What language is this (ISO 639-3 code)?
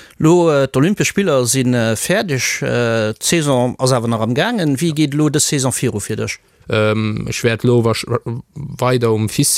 ltz